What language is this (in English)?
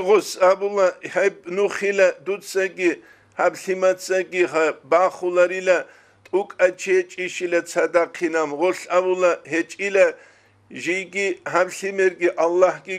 Avaric